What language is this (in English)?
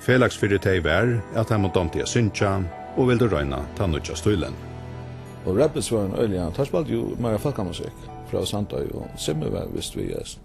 Faroese